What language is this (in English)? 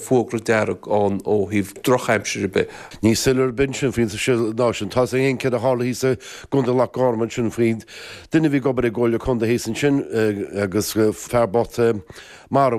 Irish